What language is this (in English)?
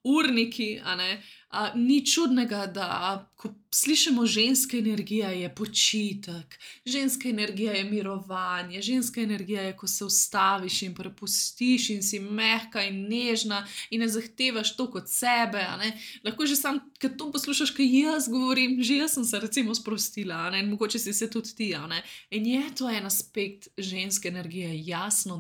Slovenian